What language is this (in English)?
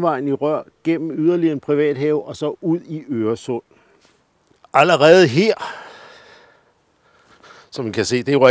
Danish